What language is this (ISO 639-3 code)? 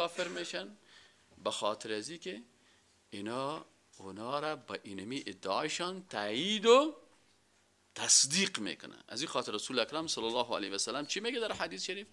fas